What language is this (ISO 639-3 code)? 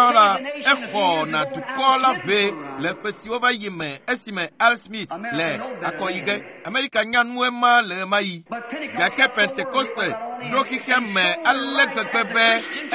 ewe